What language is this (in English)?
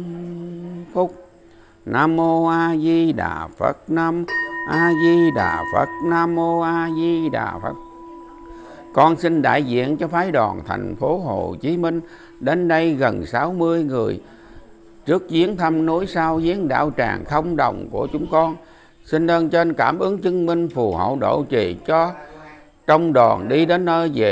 Vietnamese